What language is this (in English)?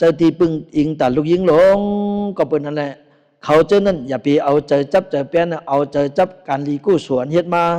Shan